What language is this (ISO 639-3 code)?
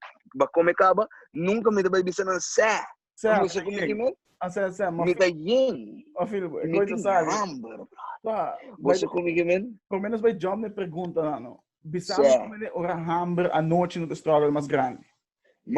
pap